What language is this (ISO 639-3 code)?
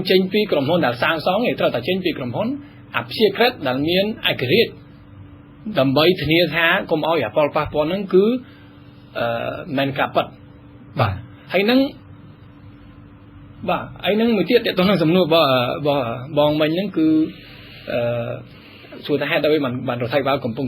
khm